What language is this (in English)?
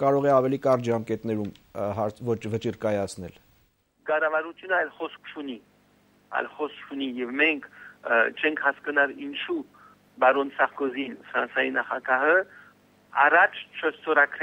Armenian